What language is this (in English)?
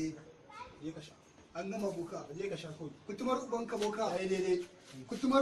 Hausa